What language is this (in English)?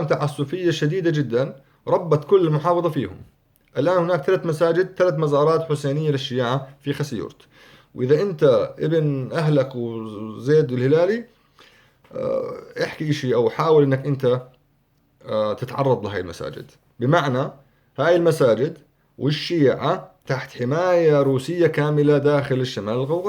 North Levantine Arabic